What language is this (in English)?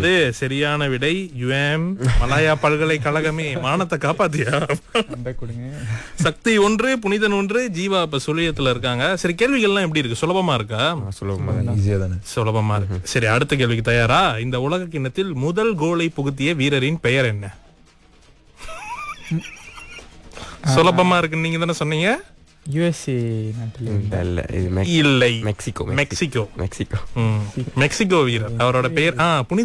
Tamil